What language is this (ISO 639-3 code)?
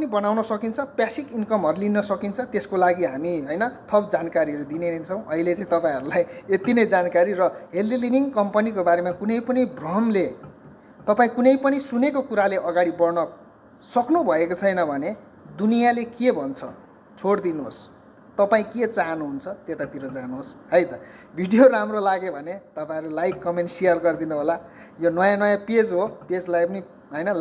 nep